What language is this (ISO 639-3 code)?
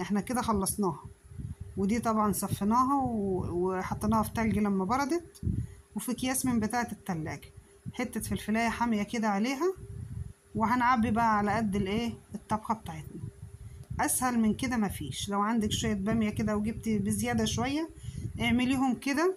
arz